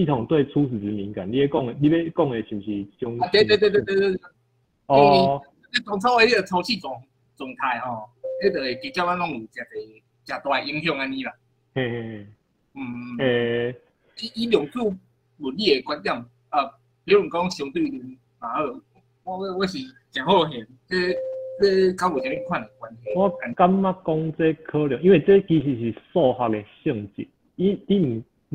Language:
Min Nan Chinese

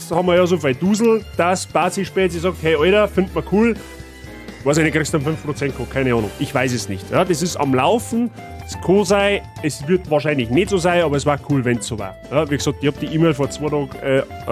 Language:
Bavarian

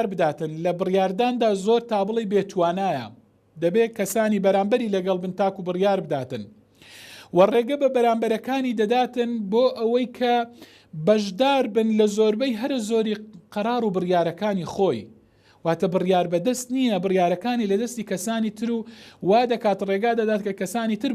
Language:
Central Kurdish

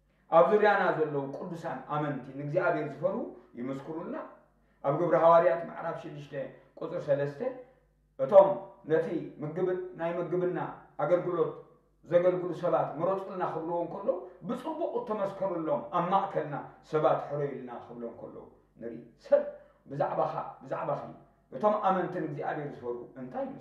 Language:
Tigrinya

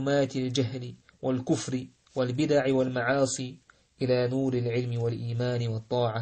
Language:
Chechen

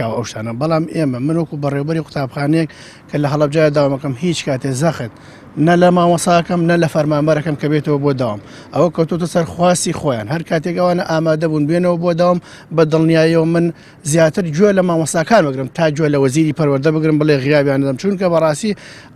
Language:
Central Kurdish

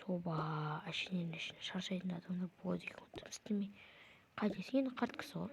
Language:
Kazakh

